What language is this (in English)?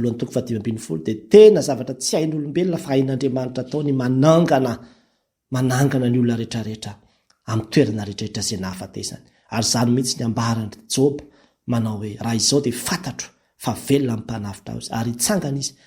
Malagasy